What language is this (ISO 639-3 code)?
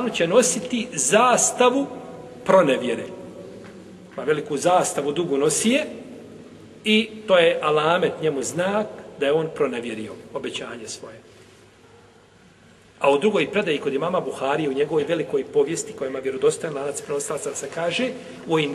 bos